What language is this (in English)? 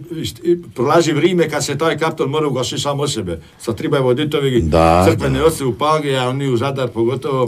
Croatian